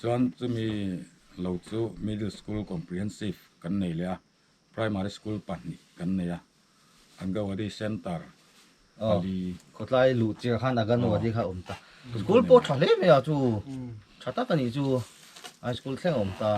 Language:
Mizo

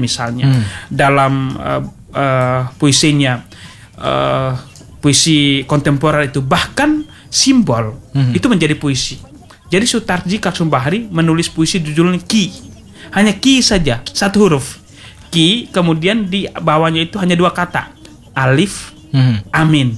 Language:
Indonesian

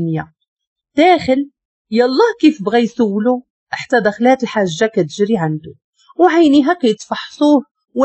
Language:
Moroccan Arabic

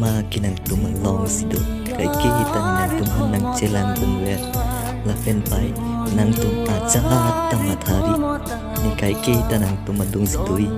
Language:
Karbi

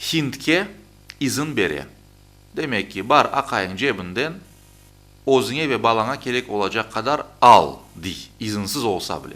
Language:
Crimean Tatar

